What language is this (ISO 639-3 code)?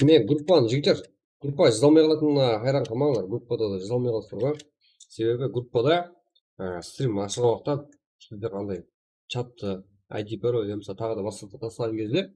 kaa